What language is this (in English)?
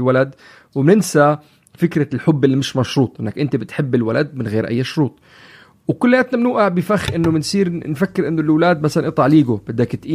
North Levantine Arabic